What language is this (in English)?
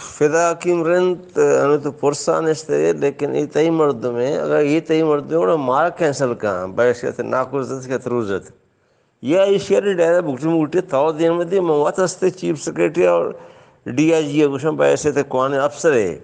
Baluchi